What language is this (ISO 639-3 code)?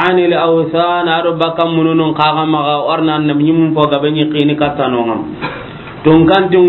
snk